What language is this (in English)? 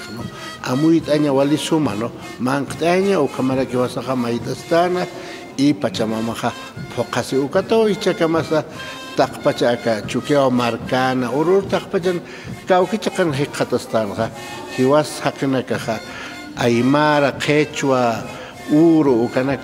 Aymara